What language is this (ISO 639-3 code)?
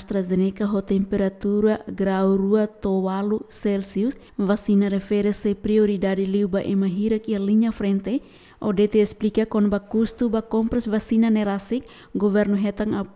tet